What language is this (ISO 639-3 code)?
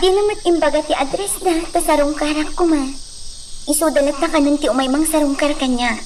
ilo